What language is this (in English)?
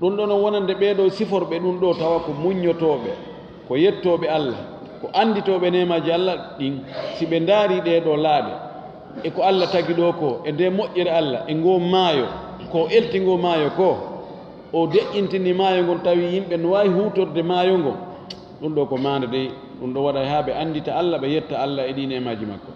Fula